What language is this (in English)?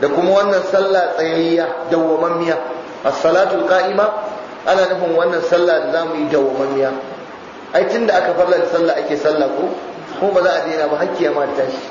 Hausa